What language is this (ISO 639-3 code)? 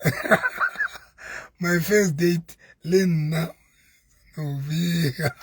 sot